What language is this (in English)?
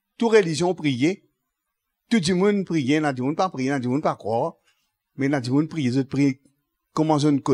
Morisyen